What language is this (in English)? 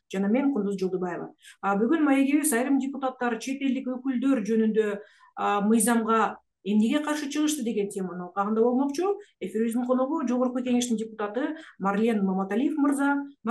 Kyrgyz